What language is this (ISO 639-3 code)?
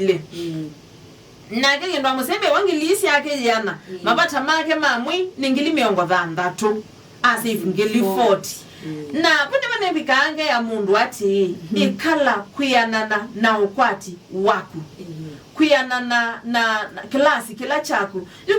kam